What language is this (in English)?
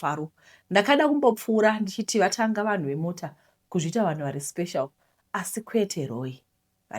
Shona